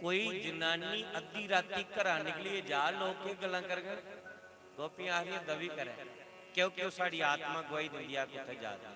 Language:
Dogri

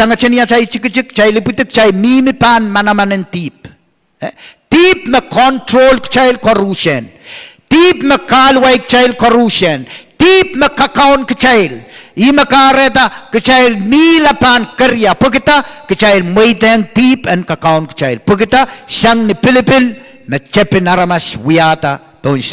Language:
Pohnpeian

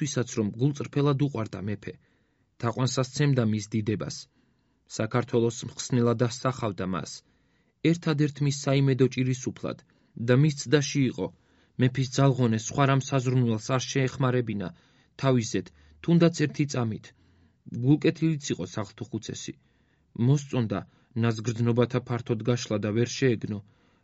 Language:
Georgian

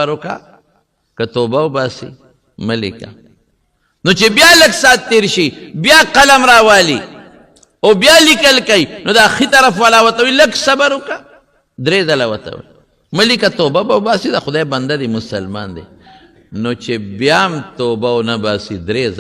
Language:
Pashto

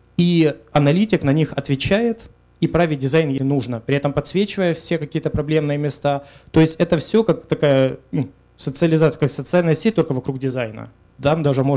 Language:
Russian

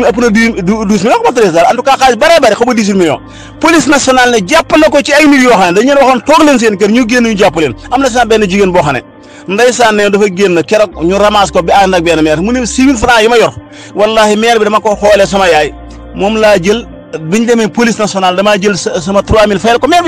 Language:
Wolof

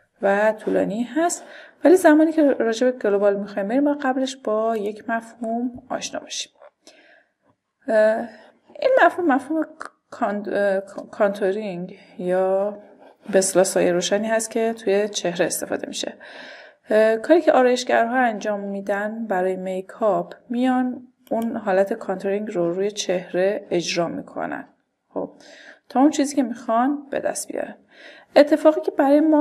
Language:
Persian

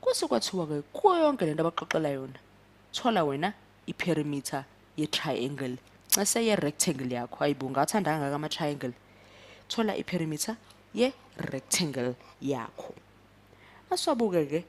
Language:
Zulu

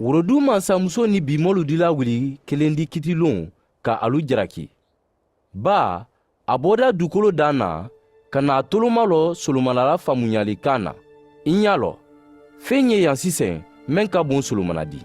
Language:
Mandingo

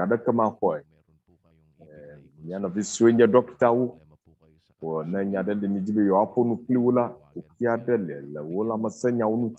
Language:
Ewe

